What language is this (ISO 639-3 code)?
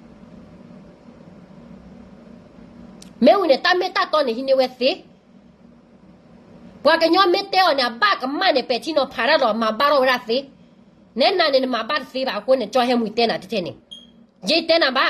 ksw